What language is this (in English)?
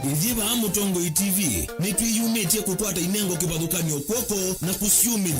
Kamba